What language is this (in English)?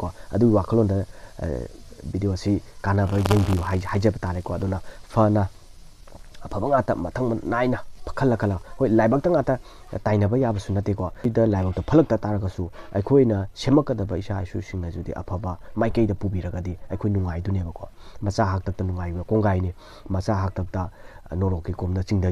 Manipuri